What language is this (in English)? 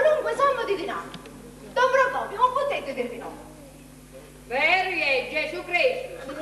Sicilian